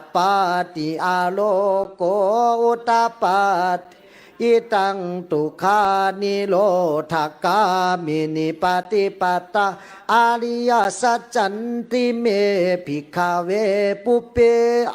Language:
Pali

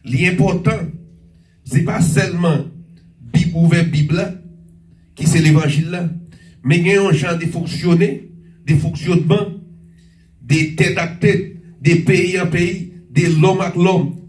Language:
Haitian Creole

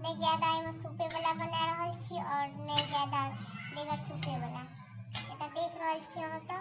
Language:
Maithili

